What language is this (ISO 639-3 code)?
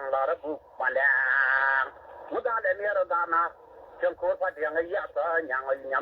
nus